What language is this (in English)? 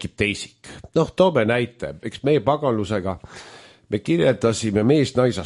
Estonian